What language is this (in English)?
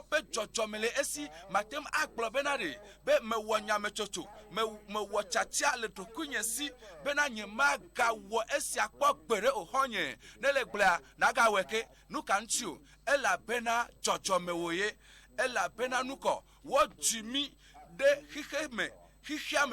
Ewe